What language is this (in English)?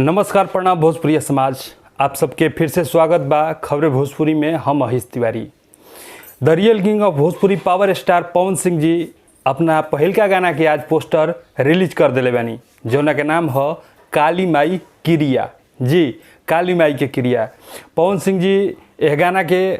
Bhojpuri